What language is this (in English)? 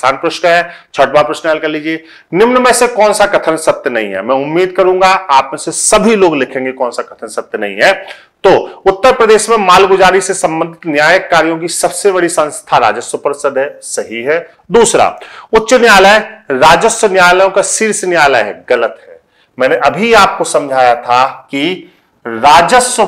Hindi